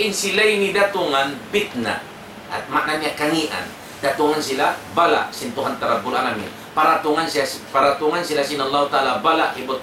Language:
Tausug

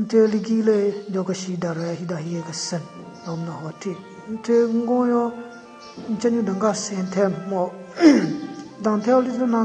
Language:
Southern Rengma Naga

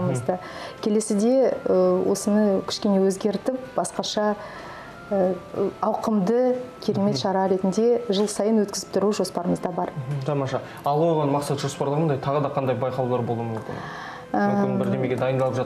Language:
Kazakh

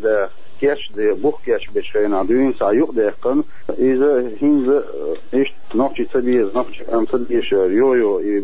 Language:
Chechen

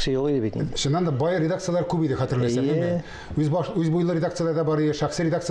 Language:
Tatar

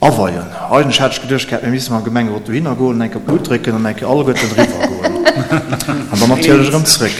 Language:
Luxembourgish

